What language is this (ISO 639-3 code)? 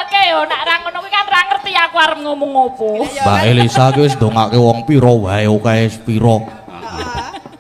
jav